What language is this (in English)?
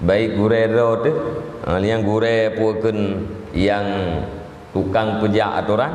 Achinese